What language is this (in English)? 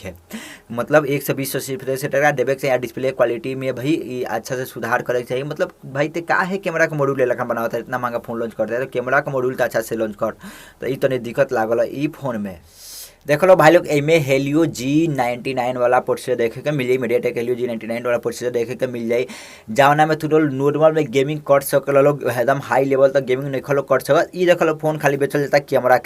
Bhojpuri